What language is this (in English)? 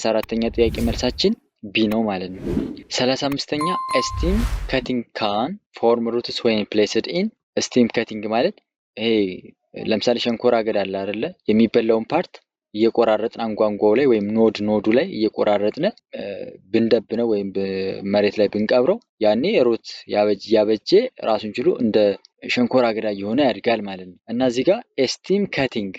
Amharic